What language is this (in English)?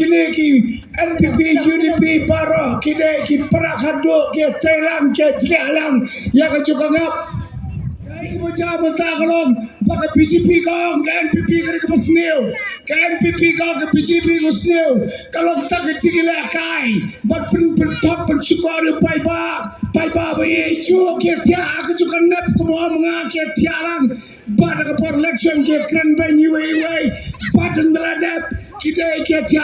Khasi